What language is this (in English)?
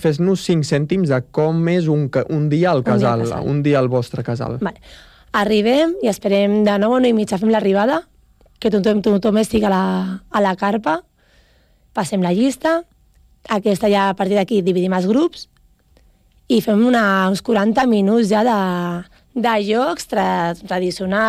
Catalan